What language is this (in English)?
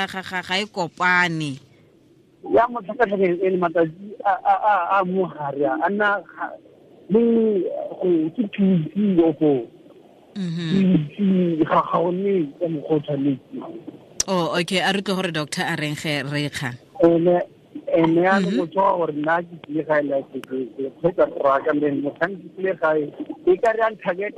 Tswana